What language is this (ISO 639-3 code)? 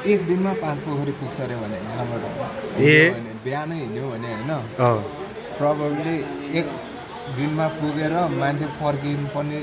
nep